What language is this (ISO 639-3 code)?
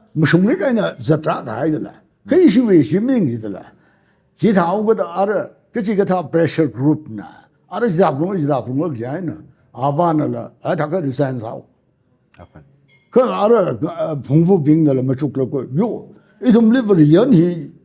nmf